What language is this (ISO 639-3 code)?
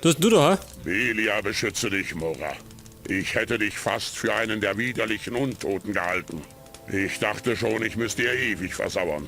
bar